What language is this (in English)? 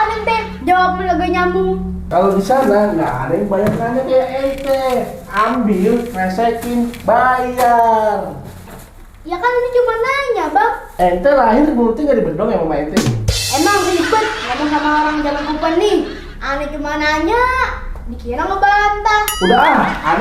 Betawi